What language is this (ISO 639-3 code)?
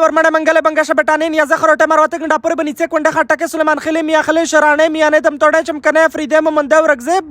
pus